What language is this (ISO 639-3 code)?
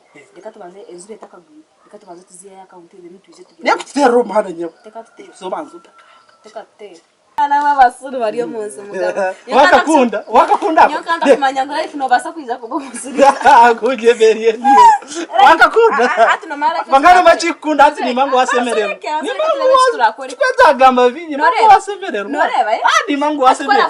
nyn